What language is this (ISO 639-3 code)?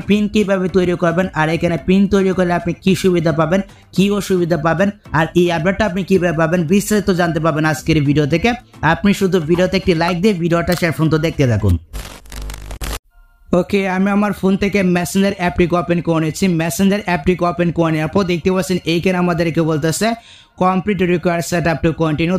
ben